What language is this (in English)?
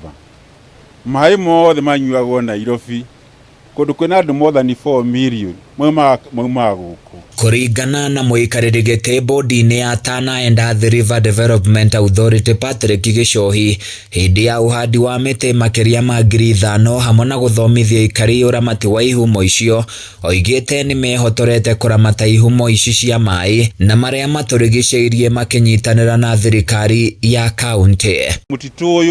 Kikuyu